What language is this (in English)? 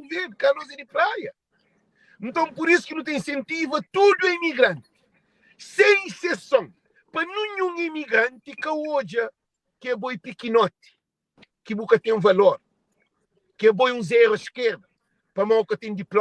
Kabuverdianu